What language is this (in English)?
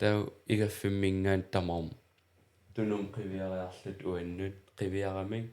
Kalaallisut